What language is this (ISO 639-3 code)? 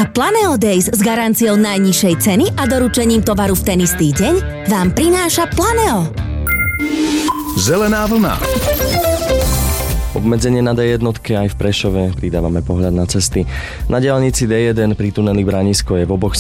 slk